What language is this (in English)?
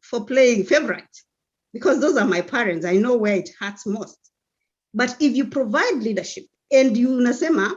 Kalenjin